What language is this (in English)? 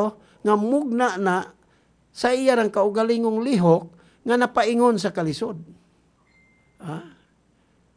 Cebuano